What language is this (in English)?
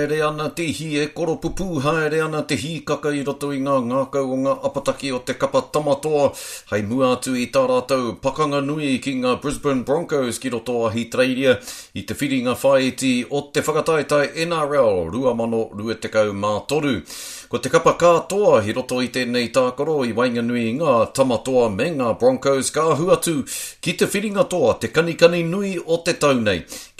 Māori